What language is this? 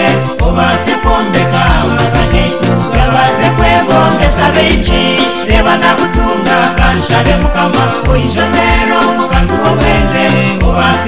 Kinyarwanda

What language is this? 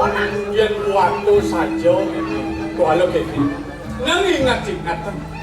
Balinese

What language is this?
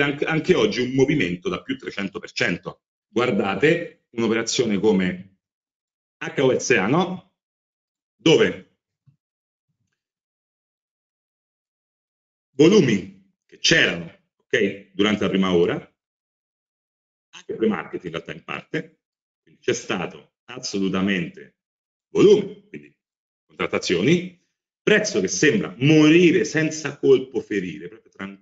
Italian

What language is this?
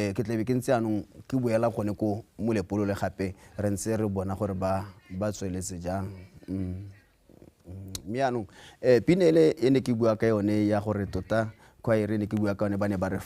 Tswana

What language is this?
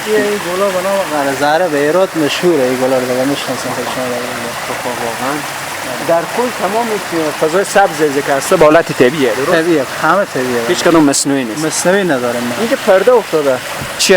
Persian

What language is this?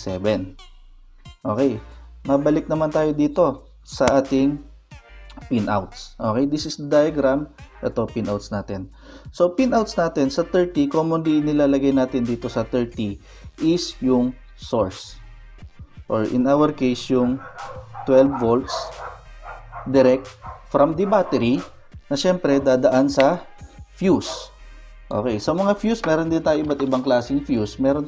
Filipino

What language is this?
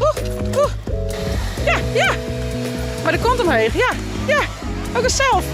Western Frisian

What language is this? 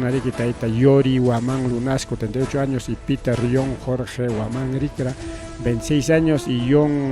Ayacucho Quechua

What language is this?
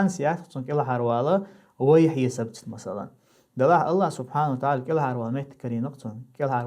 Chechen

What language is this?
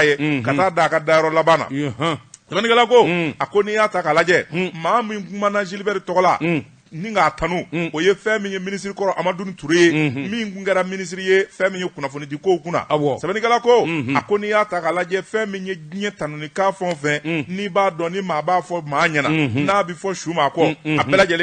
Bambara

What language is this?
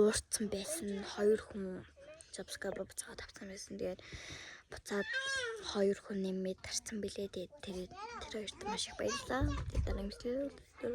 Mongolian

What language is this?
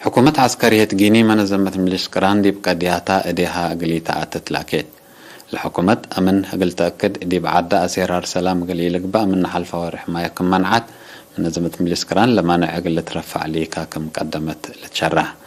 Tigre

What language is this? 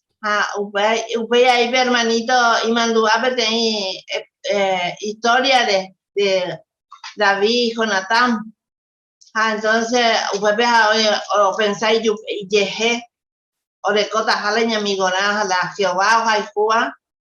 Guarani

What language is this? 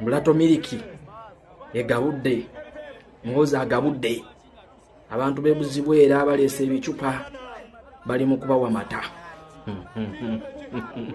Ganda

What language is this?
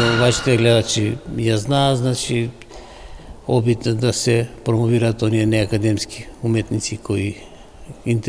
Macedonian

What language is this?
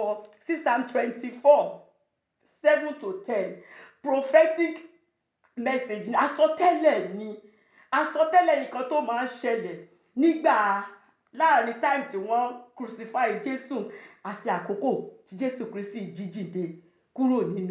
Yoruba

